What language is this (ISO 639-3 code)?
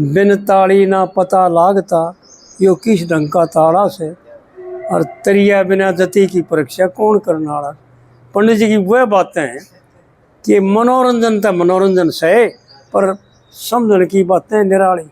bgc